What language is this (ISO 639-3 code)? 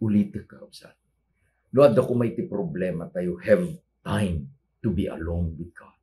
ilo